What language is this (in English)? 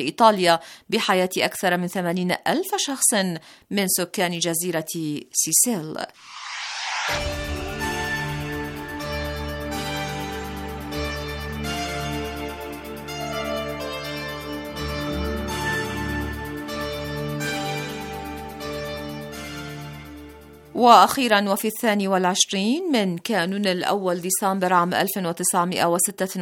Arabic